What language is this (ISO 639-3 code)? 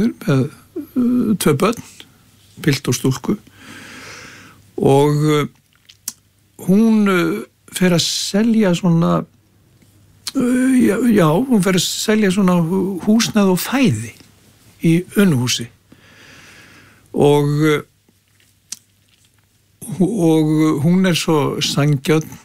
isl